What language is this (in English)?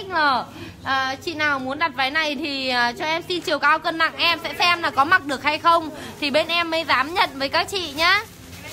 Vietnamese